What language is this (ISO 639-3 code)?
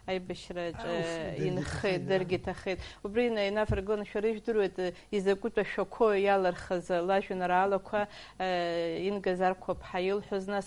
abk